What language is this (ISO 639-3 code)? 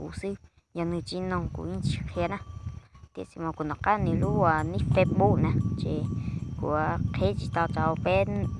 hmn